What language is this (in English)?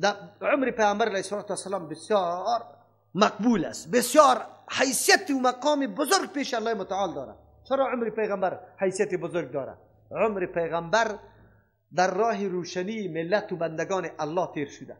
Persian